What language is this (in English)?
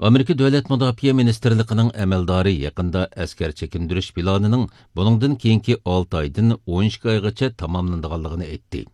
Uyghur